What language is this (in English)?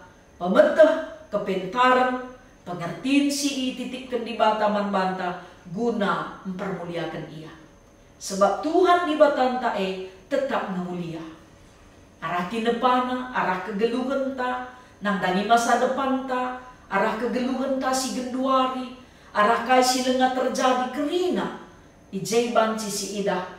Batak Karo